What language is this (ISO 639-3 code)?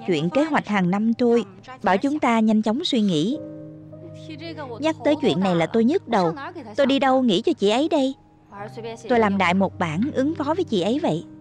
vie